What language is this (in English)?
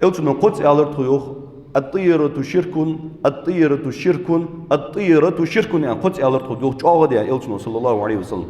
Ingush